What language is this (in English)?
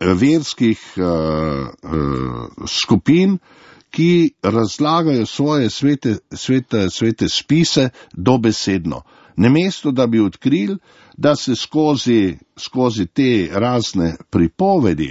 Slovenian